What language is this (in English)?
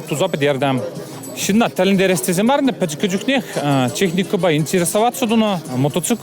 Chuvash